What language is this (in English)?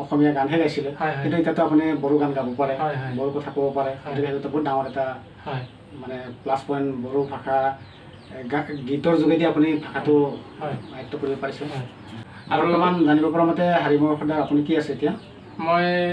Assamese